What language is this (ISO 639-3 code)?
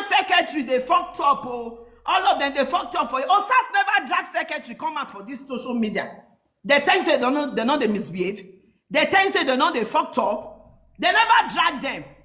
pcm